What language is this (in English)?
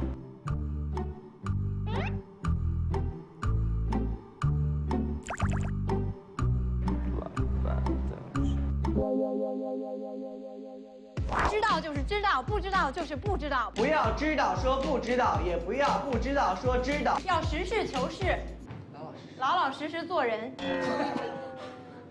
Chinese